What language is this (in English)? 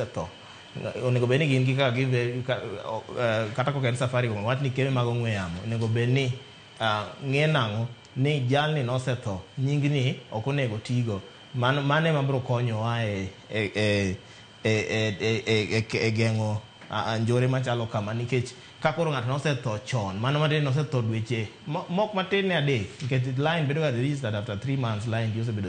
Luo (Kenya and Tanzania)